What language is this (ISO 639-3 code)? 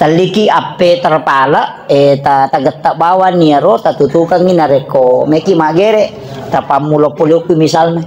bug